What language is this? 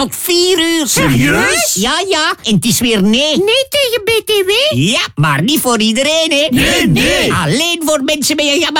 Dutch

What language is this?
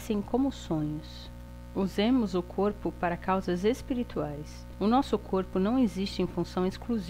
Portuguese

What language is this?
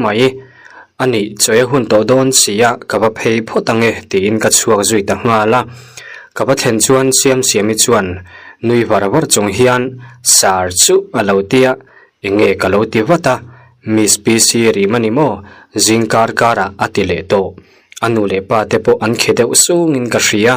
Mizo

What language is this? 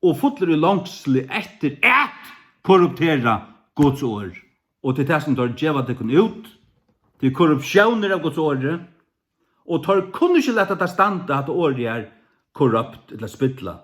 Faroese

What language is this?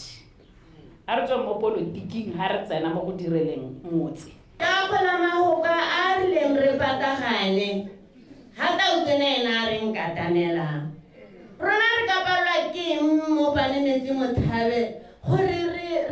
Tswana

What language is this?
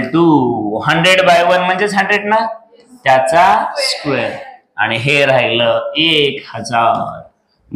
Marathi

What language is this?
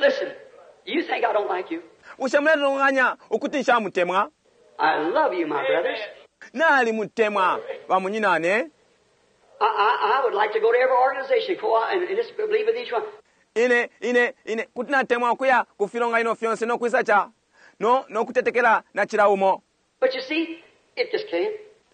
Bemba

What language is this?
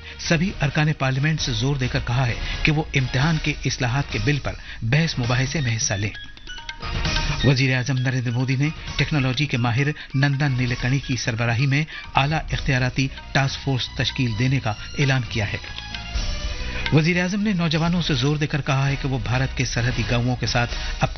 Urdu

